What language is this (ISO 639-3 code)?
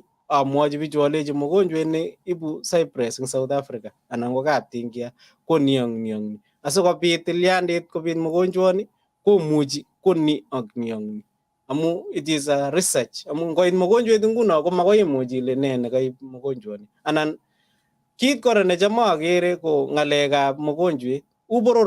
kln